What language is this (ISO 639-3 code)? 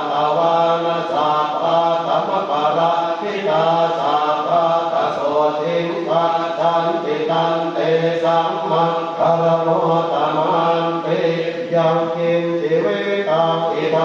pli